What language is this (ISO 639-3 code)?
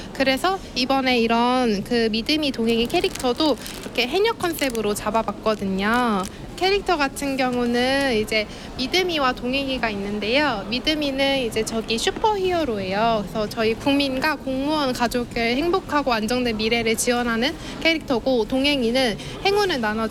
kor